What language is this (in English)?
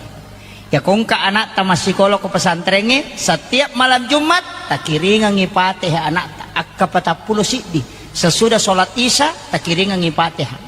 Buginese